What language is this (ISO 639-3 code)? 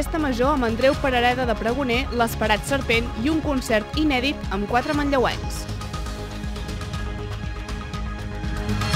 cat